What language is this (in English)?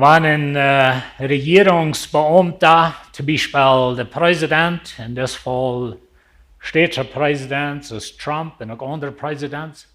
Plautdietsch